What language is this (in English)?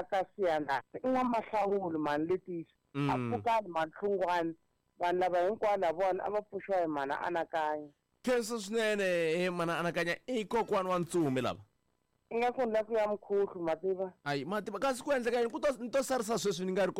Tsonga